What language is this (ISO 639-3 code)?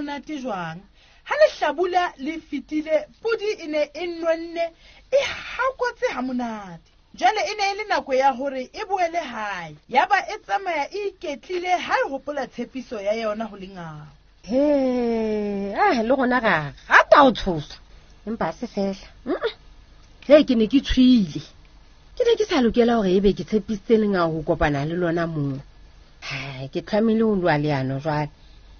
sot